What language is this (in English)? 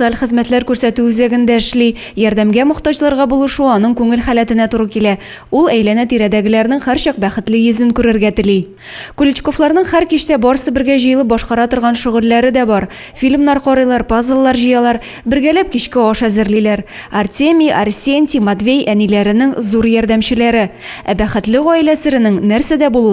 Tatar